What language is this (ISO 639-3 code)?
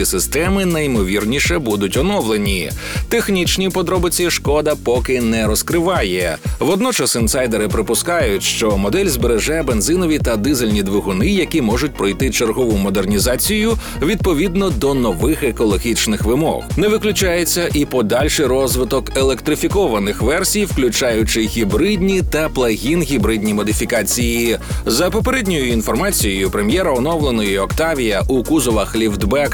ukr